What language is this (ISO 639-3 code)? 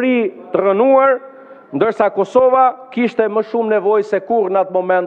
sqi